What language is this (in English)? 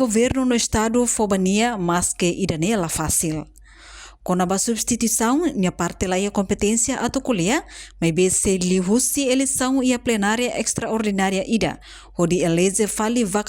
Tetum